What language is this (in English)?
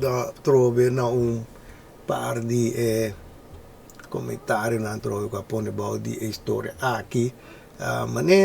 Papiamento